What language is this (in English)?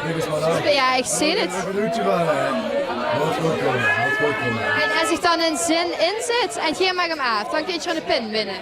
Limburgish